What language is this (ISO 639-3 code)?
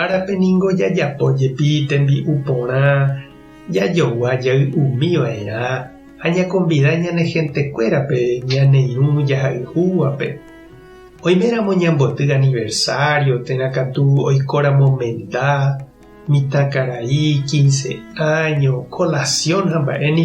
grn